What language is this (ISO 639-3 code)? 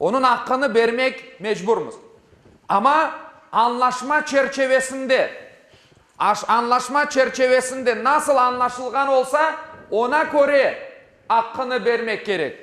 crh